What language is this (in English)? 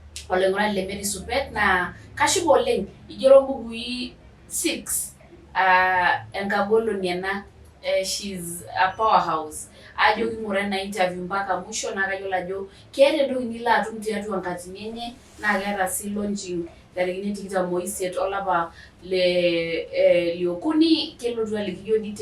Masai